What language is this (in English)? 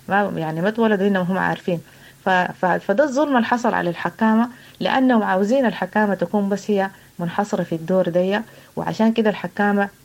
Sudanese Arabic